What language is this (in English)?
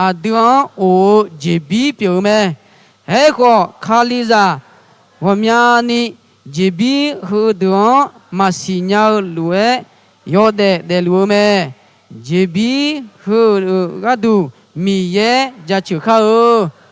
Akha